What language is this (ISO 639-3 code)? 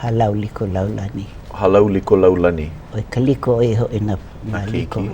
haw